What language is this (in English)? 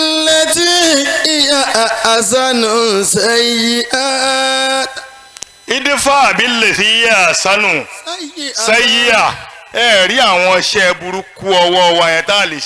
Yoruba